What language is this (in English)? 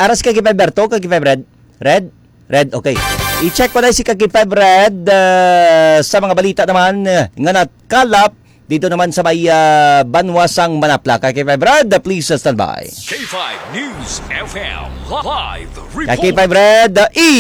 Hiligaynon